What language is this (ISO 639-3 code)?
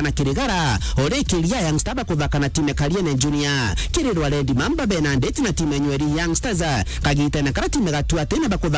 mer